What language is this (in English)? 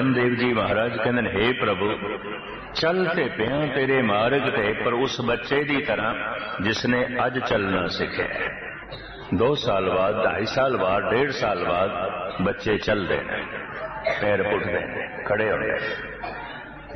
Punjabi